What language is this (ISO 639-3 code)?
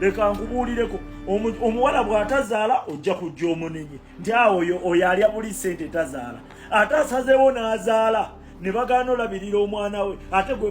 lug